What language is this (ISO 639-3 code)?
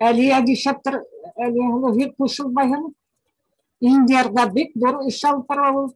bak